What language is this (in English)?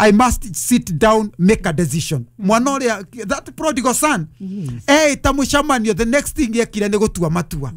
Kikuyu